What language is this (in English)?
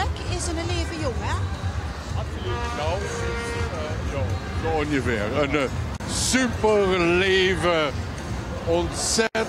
Limburgish